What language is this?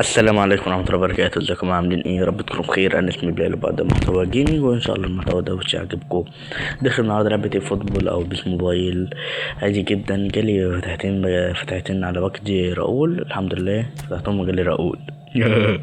Egyptian Arabic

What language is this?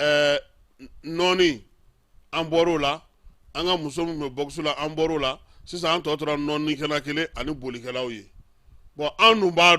Bambara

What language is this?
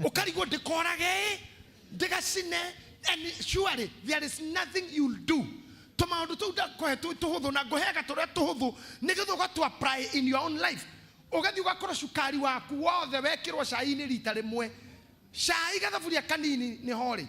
Kikuyu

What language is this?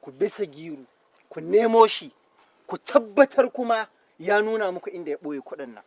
Hausa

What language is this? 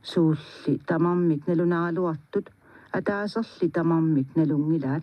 Kalaallisut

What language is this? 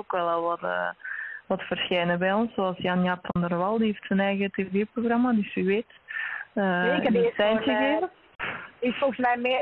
Dutch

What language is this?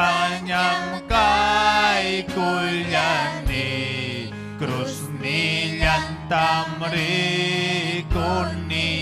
Ayacucho Quechua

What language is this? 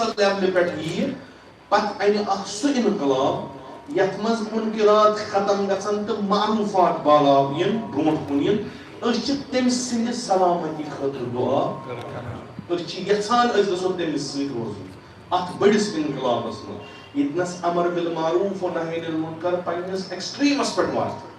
Kashmiri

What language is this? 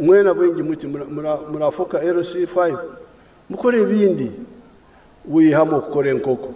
Nyankole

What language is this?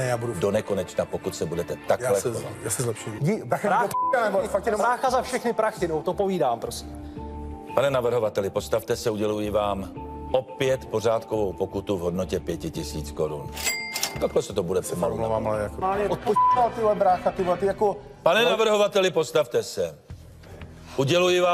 Czech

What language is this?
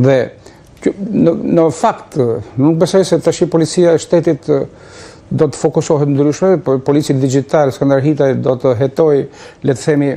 Albanian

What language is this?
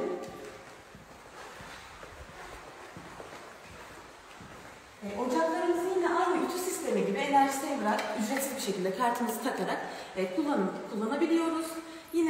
Turkish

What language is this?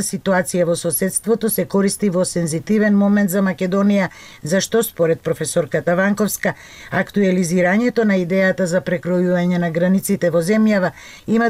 Macedonian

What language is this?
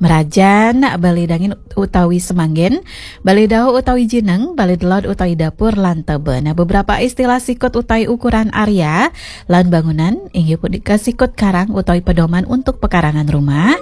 Balinese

